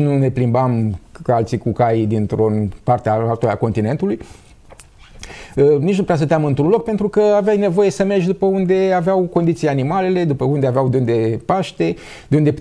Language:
Romanian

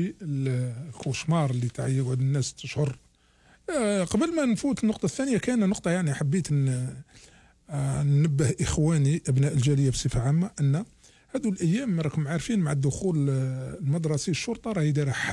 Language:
Algerian Arabic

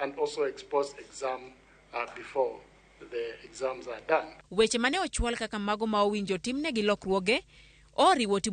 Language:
Luo (Kenya and Tanzania)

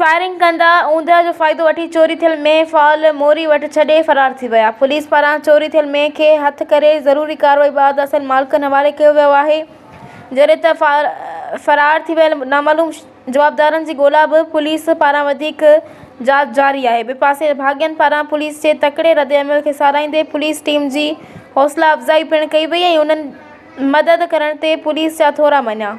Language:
Sindhi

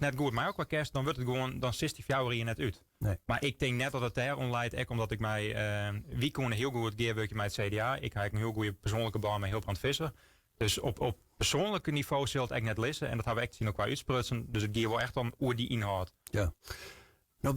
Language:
Western Frisian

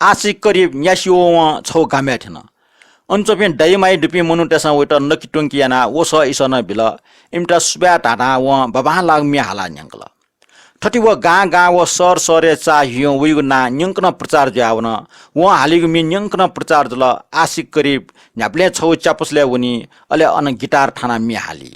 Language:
Newari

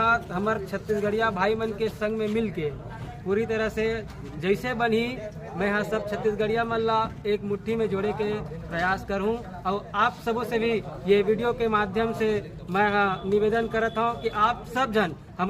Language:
Chhattisgarhi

